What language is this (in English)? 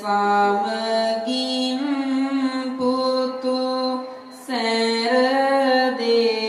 Sinhala